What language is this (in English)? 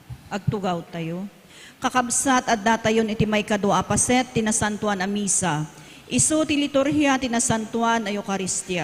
Iloko